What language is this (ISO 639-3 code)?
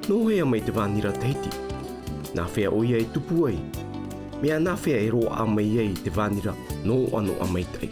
tah